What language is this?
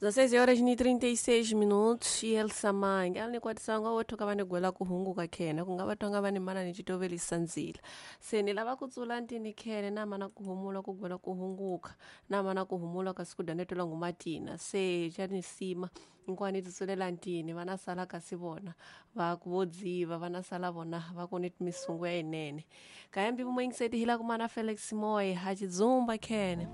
Tsonga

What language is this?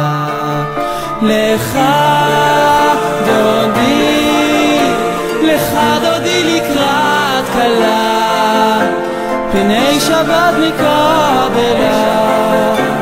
Hebrew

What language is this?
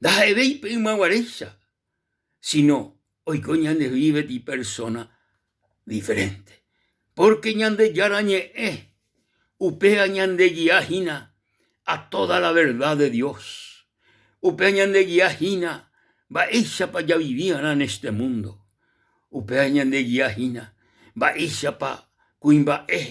Guarani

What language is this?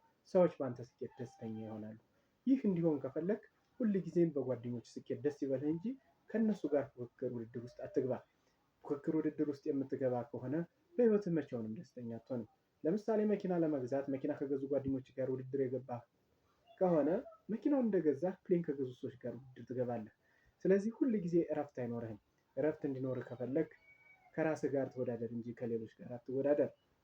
Amharic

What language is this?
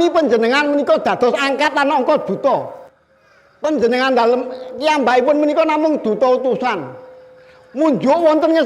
Javanese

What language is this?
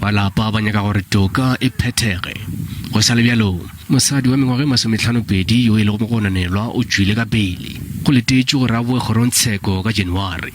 Northern Sotho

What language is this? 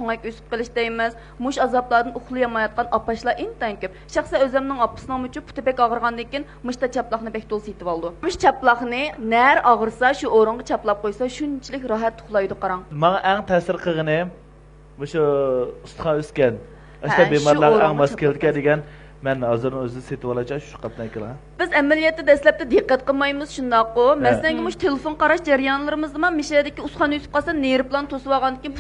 Uyghur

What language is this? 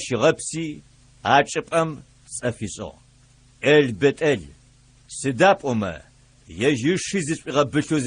Adyghe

